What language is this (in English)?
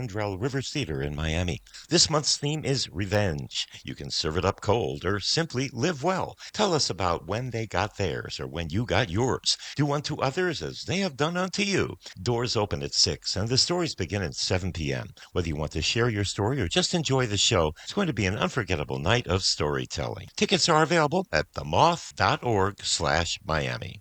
English